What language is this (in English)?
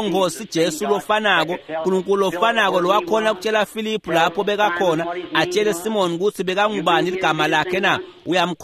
Swati